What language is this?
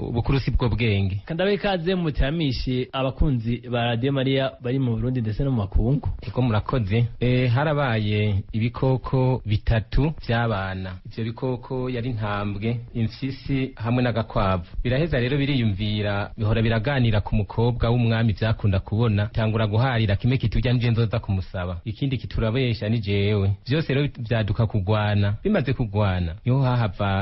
Rundi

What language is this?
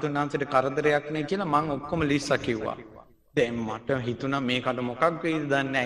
Sinhala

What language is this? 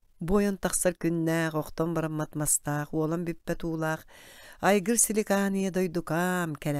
Yakut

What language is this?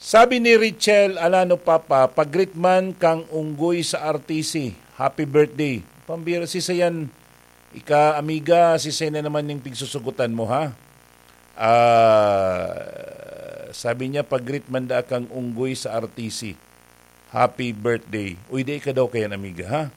Bikol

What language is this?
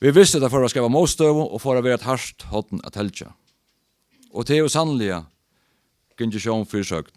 Faroese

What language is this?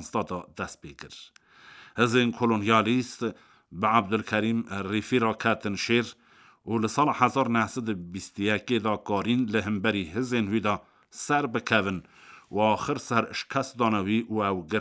Kurdish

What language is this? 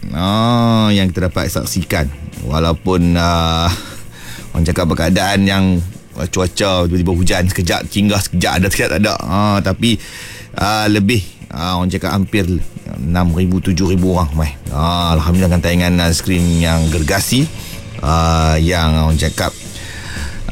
Malay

